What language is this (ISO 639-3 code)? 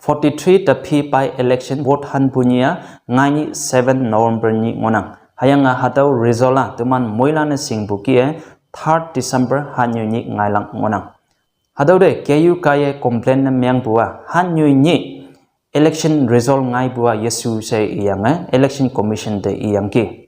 nbe